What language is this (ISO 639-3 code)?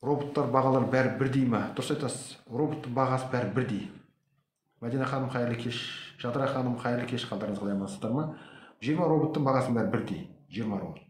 kaz